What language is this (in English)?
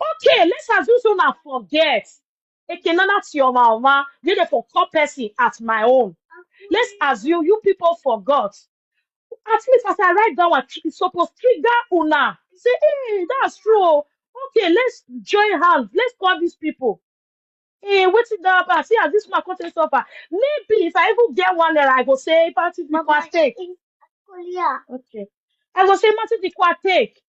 Nigerian Pidgin